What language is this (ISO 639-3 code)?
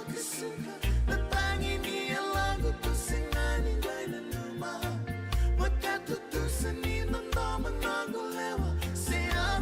fij